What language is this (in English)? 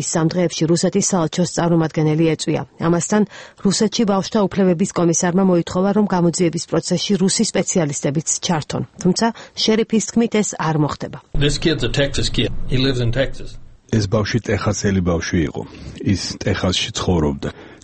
Georgian